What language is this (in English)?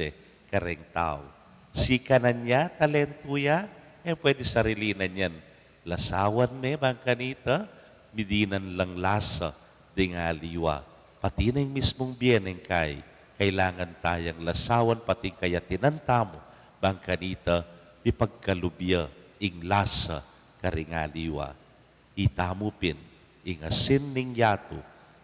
Pampanga